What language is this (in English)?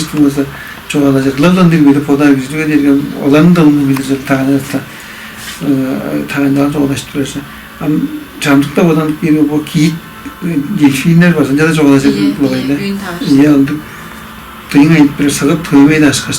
Tuvinian